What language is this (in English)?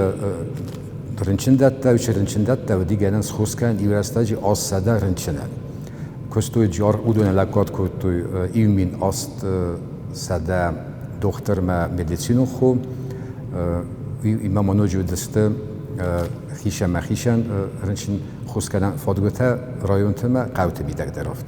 Ossetic